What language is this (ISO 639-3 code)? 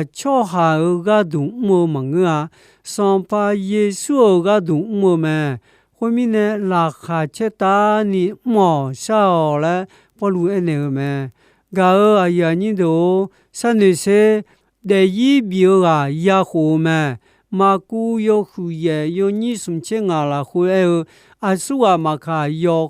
ahk